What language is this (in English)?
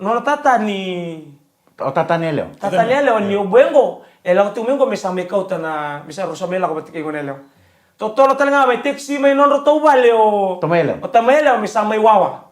Fijian